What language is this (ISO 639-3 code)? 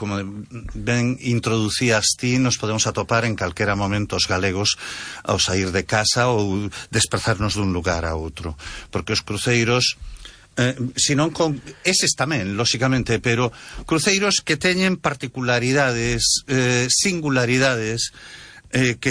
glg